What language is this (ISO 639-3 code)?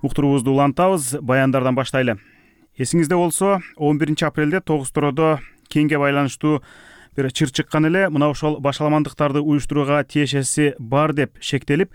kir